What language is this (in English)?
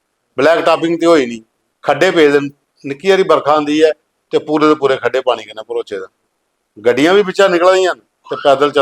Dogri